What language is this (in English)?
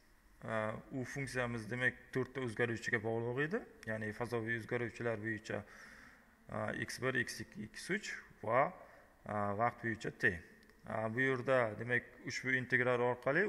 Uzbek